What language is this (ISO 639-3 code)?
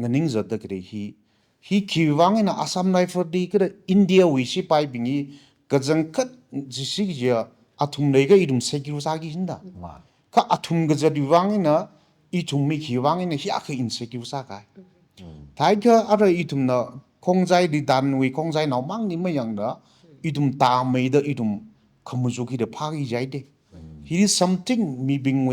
nmf